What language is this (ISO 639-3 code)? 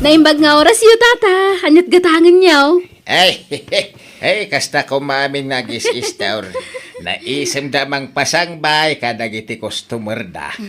ilo